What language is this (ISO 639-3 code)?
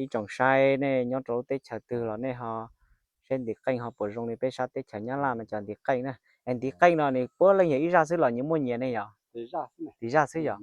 hmn